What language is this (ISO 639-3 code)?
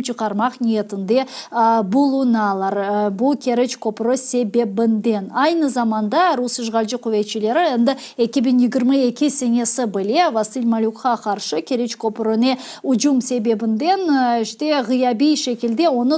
crh